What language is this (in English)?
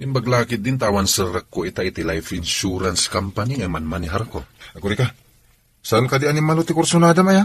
Iloko